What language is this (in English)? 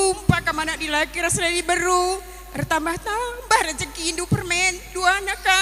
Batak Karo